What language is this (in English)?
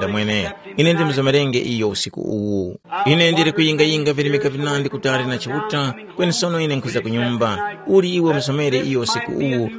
Tumbuka